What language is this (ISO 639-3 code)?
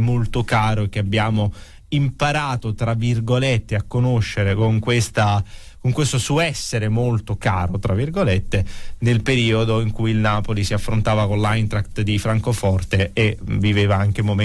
ita